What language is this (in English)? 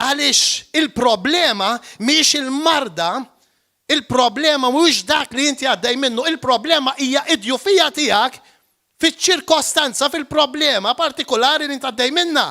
Maltese